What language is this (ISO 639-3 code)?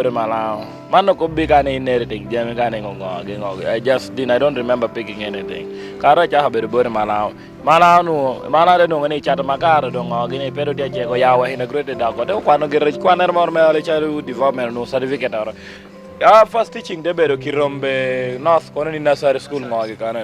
laj